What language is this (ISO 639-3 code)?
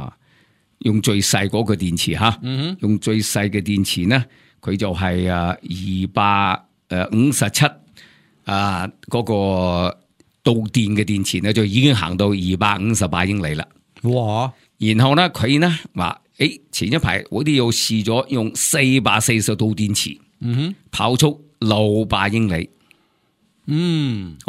yue